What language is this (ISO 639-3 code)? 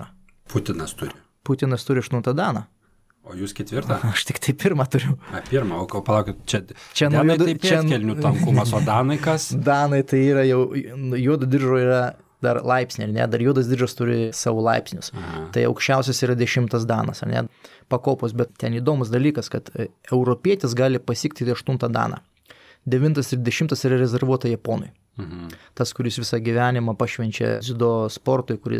lit